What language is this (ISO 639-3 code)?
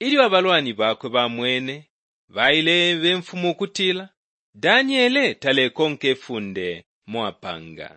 bem